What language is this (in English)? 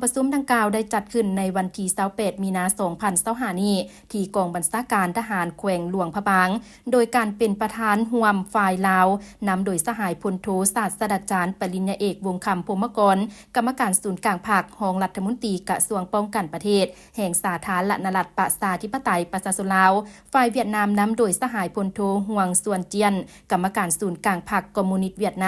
Lao